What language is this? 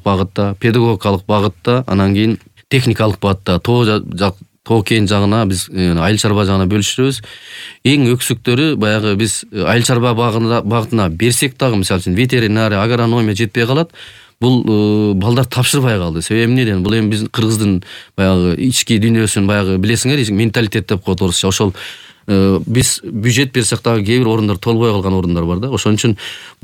Kyrgyz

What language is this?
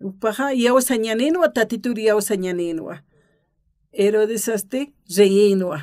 Aymara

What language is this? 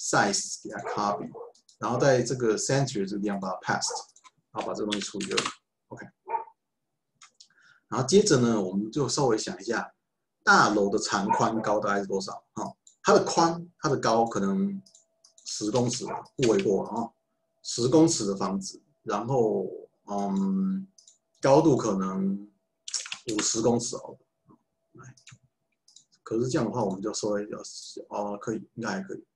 Chinese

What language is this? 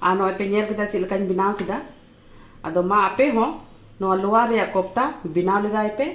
Santali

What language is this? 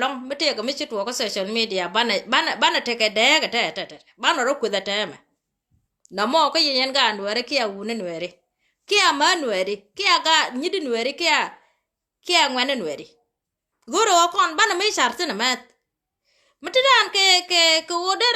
Nuer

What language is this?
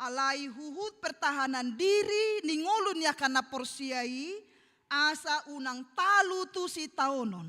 Batak Toba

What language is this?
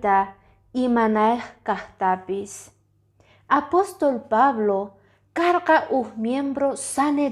Quechua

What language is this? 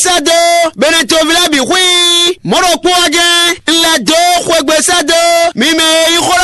Fon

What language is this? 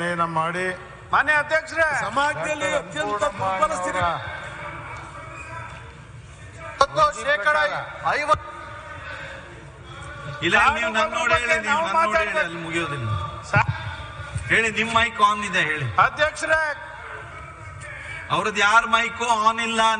Kannada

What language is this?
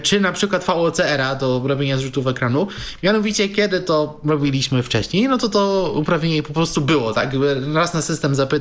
Polish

